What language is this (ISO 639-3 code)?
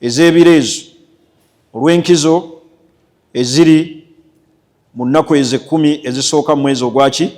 lug